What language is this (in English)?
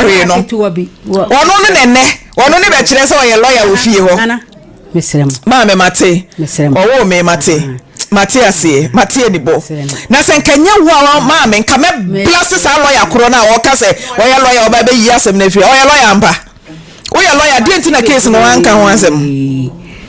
Akan